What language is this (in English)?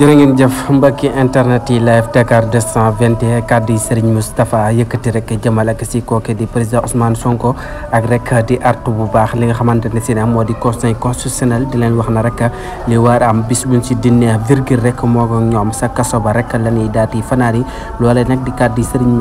Wolof